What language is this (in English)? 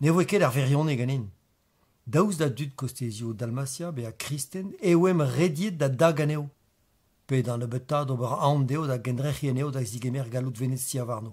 Breton